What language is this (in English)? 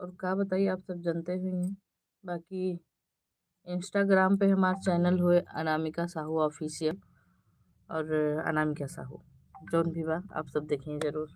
Awadhi